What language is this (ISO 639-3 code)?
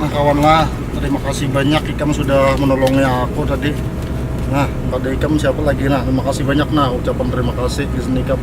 bjn